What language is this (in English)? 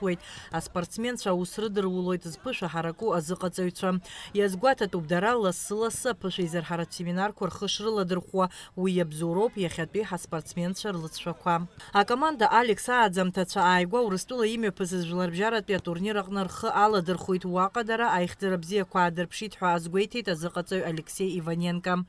Abkhazian